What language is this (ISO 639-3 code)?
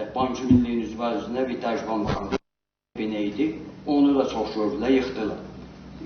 azb